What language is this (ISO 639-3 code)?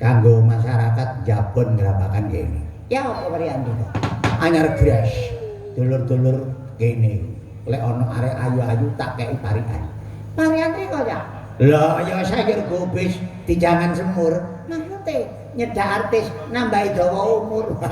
jav